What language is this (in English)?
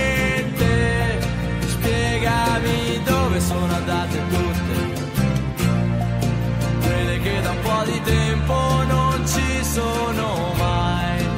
Italian